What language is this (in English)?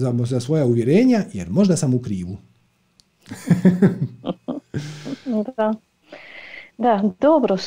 Croatian